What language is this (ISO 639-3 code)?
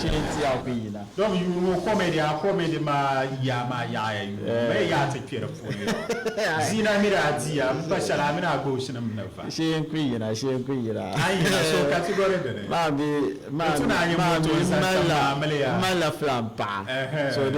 dag